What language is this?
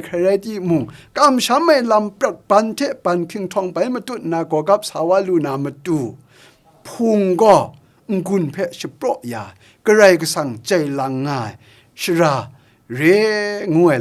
Kachin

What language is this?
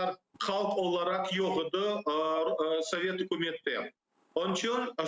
Crimean Tatar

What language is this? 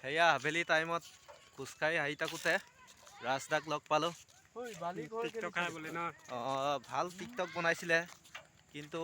Assamese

